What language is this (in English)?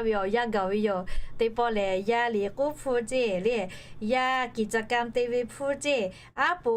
Lahu